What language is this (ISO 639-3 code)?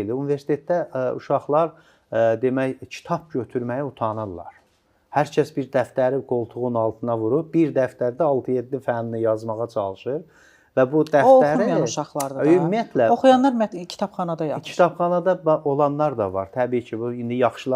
aze